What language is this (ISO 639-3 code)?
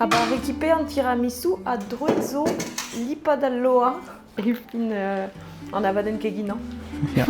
bre